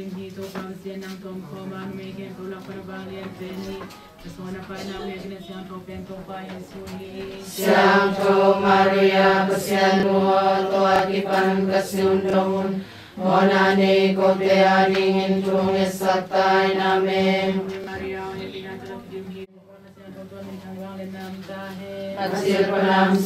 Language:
Tedim Chin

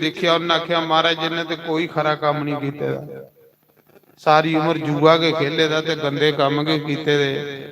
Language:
Dogri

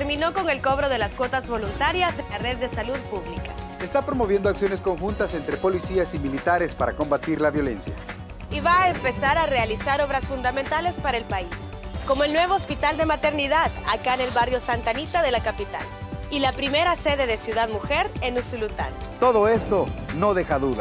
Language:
Spanish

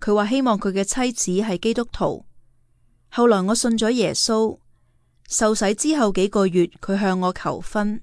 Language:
Cantonese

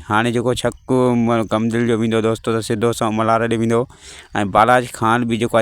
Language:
Sindhi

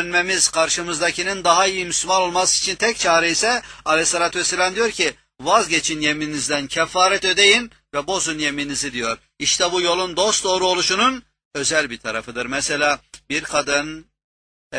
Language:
Turkish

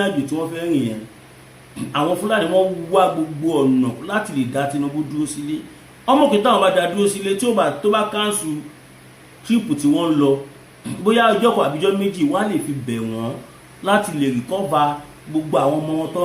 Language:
Yoruba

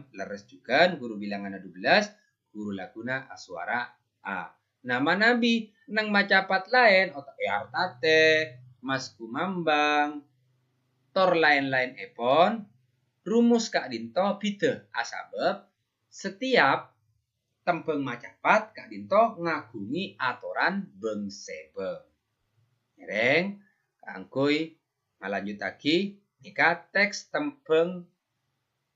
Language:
Madurese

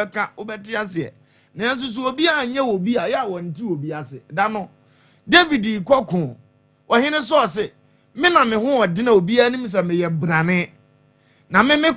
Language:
Akan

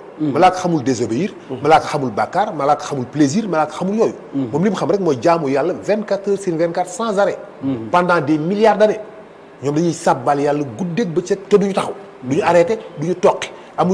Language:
Wolof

